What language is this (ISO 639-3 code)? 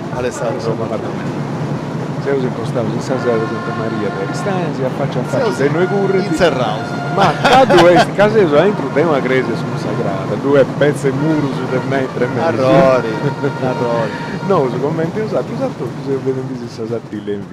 srd